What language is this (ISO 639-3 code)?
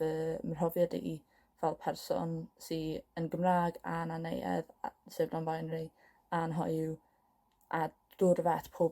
cym